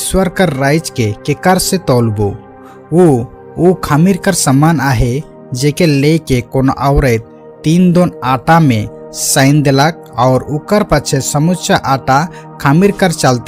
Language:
Sadri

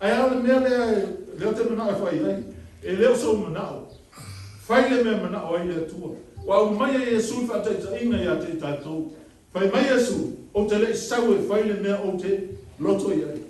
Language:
Samoan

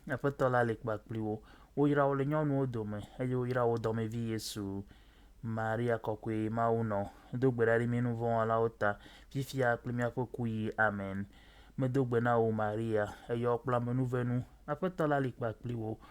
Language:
Ewe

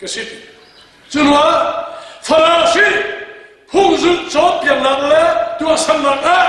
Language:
Hakha Chin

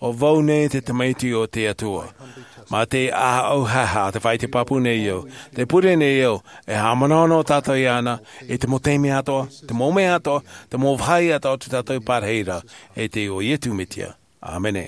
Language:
Tahitian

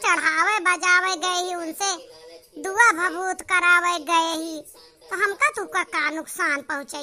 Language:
Awadhi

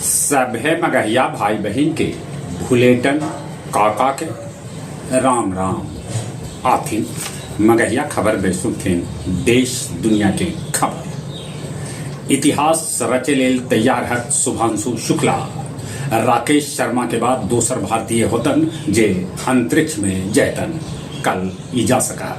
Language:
Magahi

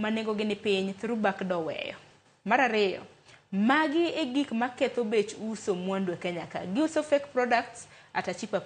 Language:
Luo (Kenya and Tanzania)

